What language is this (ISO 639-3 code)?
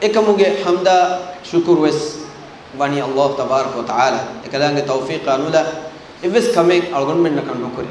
div